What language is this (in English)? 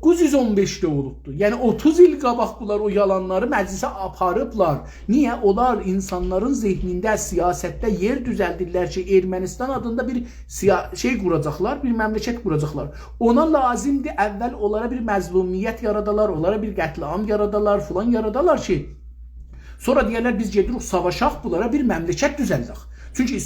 South Azerbaijani